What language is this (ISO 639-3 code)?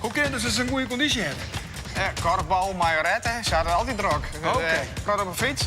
fry